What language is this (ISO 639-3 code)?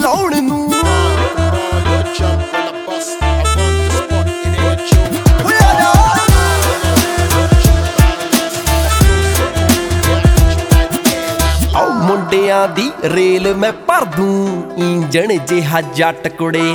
pan